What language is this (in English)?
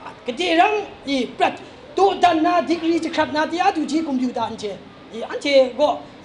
Kachin